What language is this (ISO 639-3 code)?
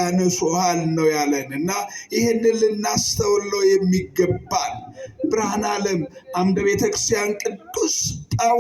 amh